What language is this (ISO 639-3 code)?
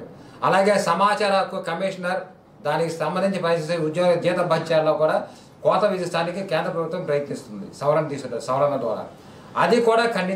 tel